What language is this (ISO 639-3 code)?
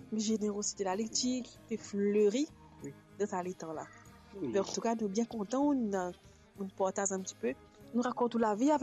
mfe